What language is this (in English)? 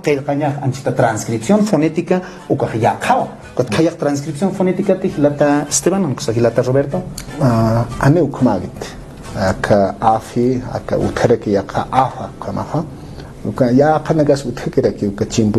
Aymara